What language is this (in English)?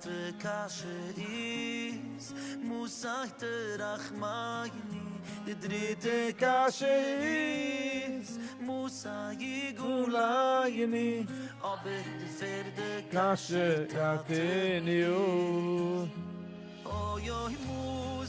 Yiddish